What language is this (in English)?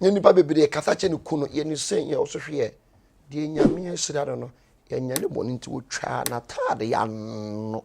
Akan